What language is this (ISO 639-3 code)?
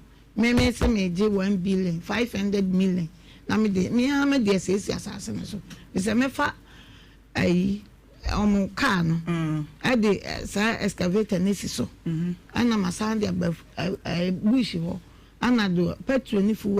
aka